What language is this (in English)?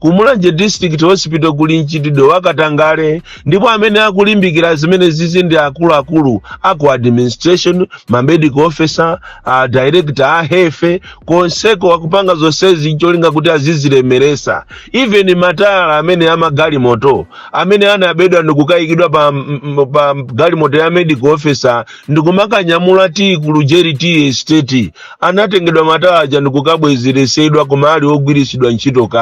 Nyanja